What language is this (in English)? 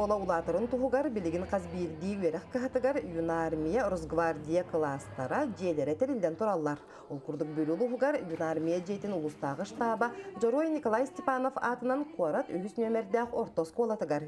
Yakut